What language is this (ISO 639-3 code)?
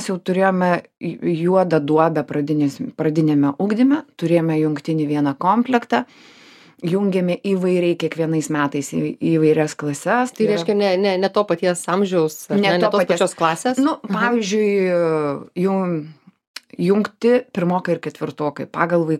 lit